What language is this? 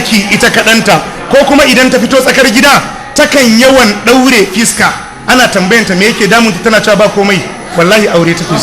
Hausa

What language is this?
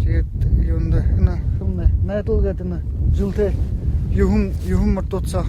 Buriat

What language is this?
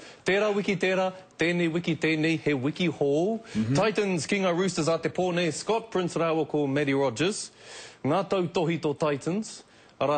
Māori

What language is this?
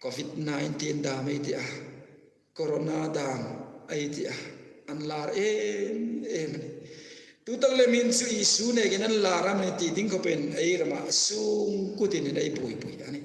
Hmar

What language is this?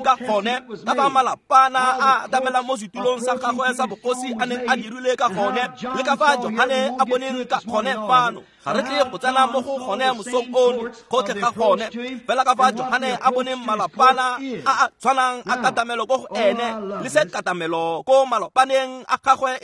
Tswana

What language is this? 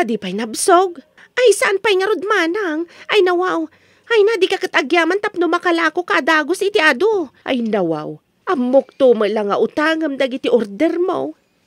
Iloko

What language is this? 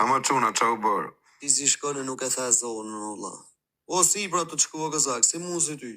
Albanian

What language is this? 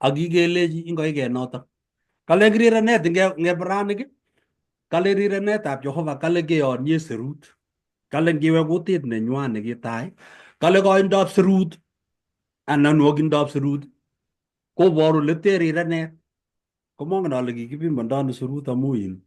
Kalenjin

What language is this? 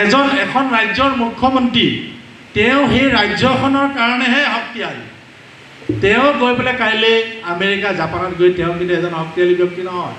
Assamese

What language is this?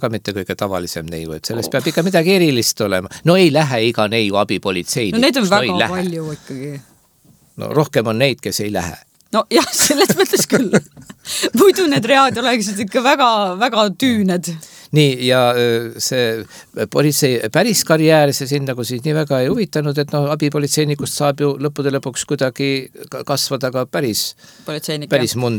Estonian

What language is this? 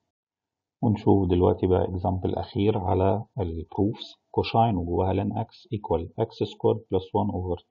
Egyptian Arabic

